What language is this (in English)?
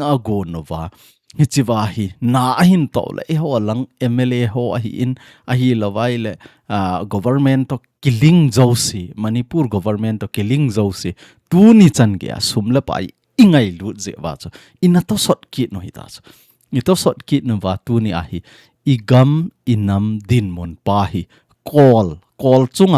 Thado Chin